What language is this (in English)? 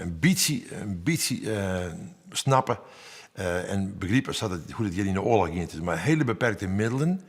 Western Frisian